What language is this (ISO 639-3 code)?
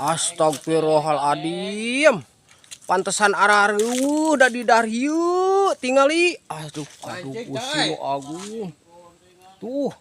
sun